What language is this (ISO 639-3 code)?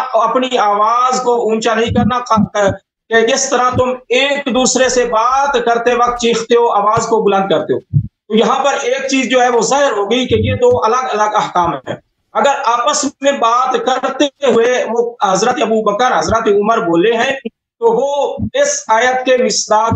urd